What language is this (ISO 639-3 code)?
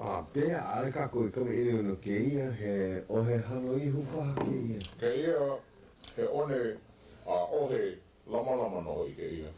haw